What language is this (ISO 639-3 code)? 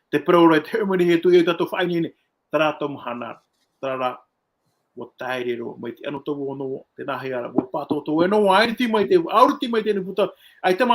tah